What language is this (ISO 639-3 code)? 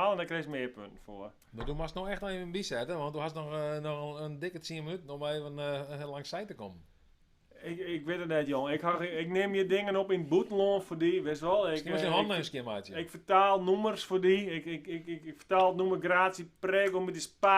fry